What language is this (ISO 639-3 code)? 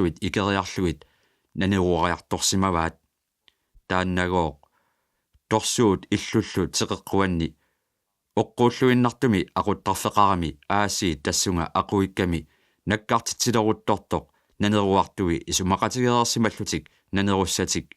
kal